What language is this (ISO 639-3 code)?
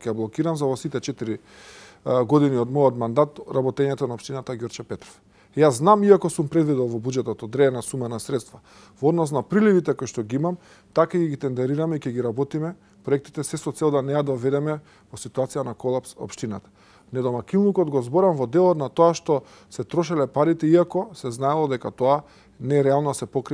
mkd